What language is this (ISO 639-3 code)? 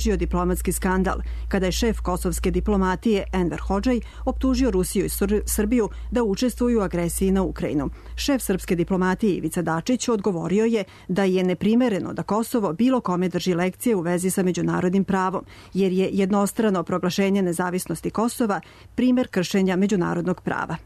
srp